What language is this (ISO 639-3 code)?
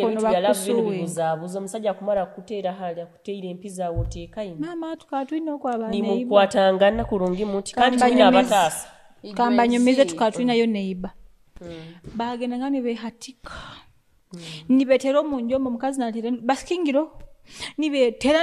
nyo